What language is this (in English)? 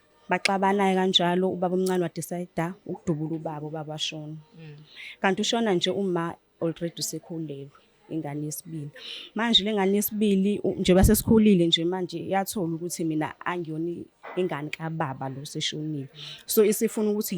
Zulu